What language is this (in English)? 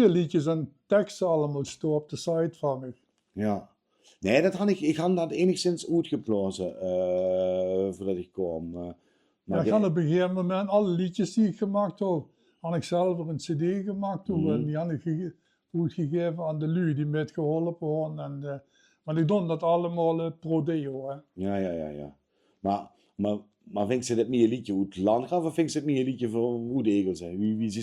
Limburgish